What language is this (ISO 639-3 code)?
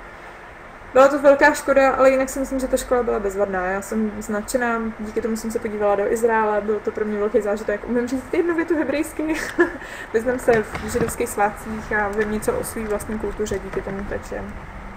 ces